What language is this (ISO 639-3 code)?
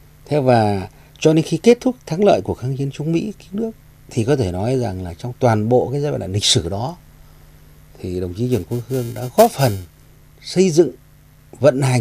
vie